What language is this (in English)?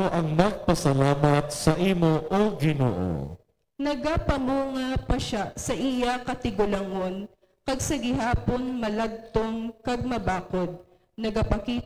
Hiligaynon